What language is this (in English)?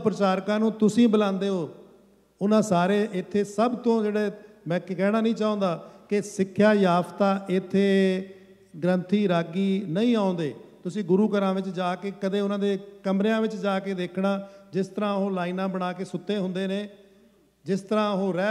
Punjabi